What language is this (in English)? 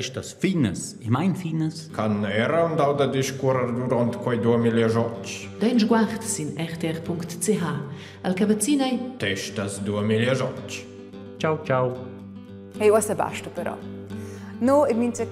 Romansh